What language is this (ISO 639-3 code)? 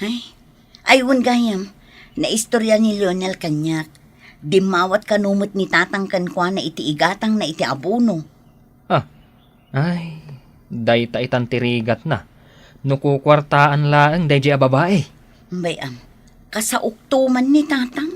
ilo